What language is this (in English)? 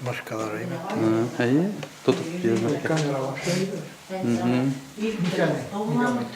Bashkir